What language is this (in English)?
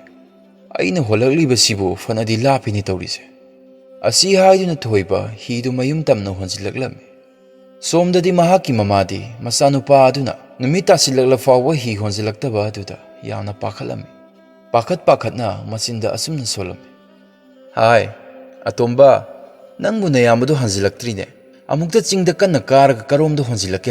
Manipuri